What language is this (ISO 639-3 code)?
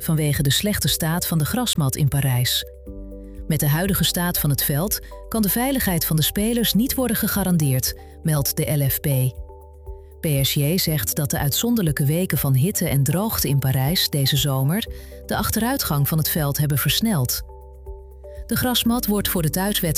nld